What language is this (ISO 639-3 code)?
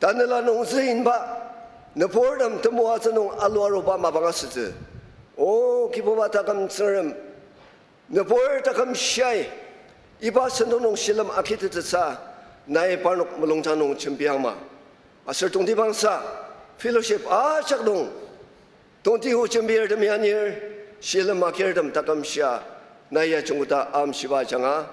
njo